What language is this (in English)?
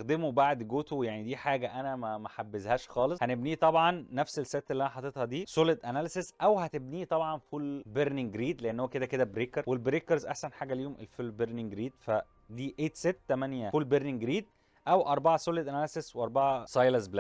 Egyptian Arabic